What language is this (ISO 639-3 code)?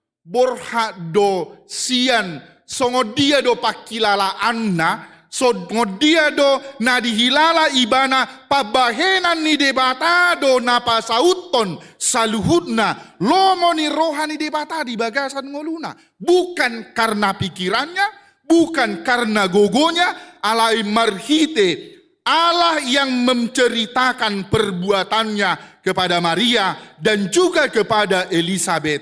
bbc